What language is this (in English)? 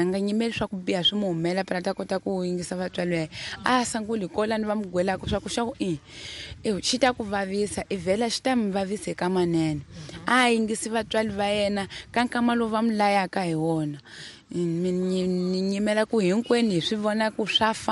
Tsonga